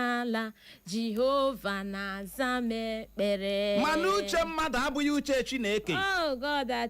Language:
Igbo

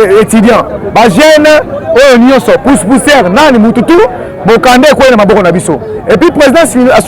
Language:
Lingala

